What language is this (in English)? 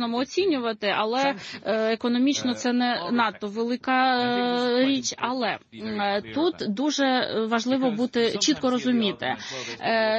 Ukrainian